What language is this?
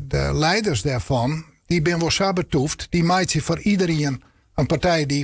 Western Frisian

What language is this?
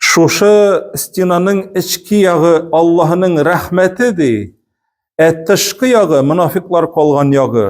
Tatar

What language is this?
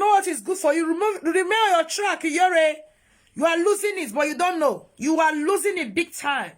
Nigerian Pidgin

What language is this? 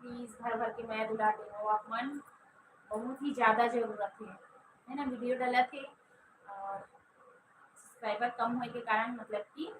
Chhattisgarhi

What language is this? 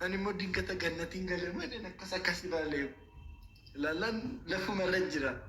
Oromo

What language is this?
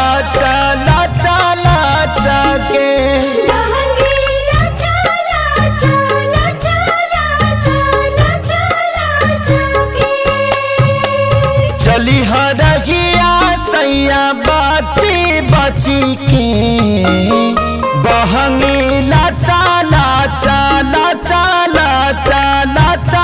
Bhojpuri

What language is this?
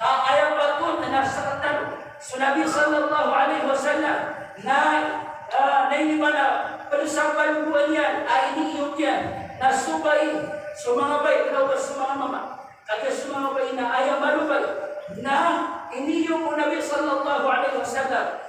Maranao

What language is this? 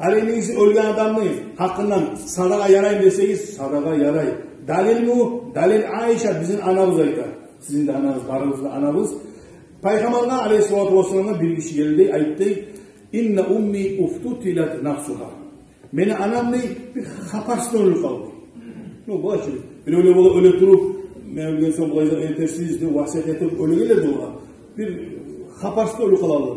Kumyk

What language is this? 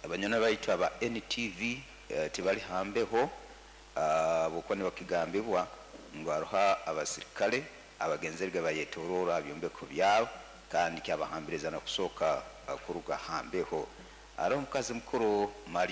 Nyoro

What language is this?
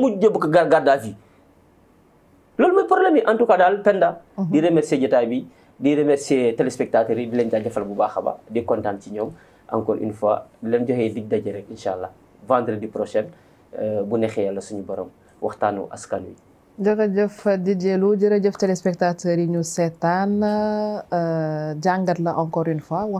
Wolof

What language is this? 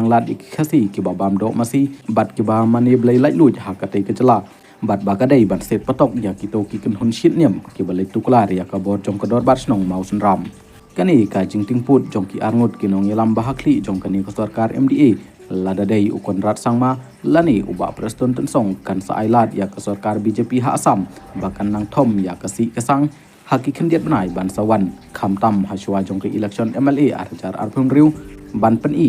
Khasi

